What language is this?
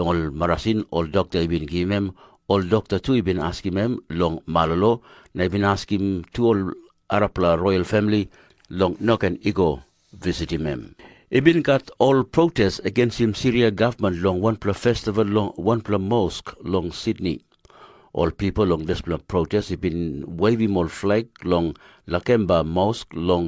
Tok Pisin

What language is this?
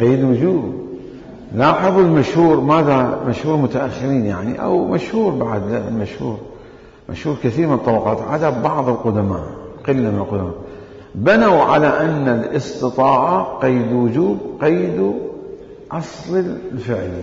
Mesopotamian Arabic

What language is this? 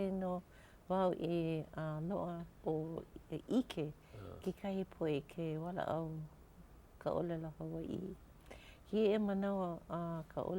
Hawaiian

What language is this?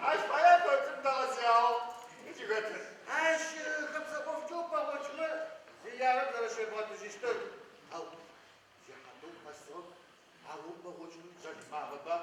Adyghe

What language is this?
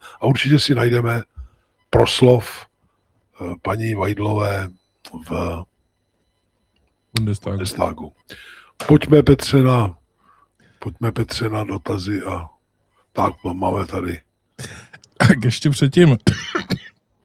Czech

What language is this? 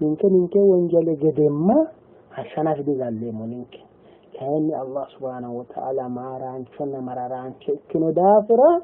Sidamo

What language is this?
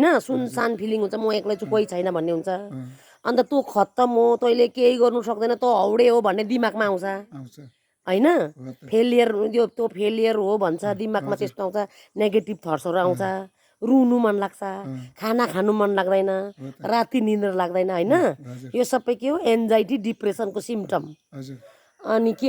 Nepali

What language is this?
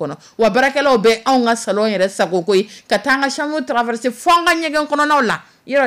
Dyula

